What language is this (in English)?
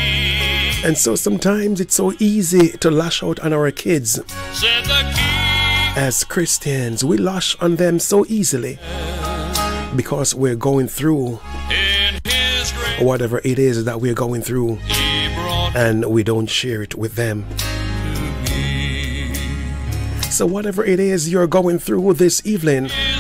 English